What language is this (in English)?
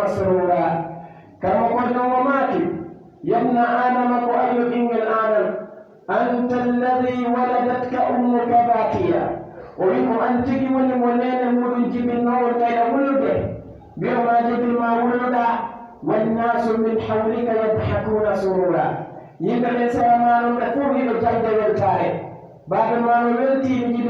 Pular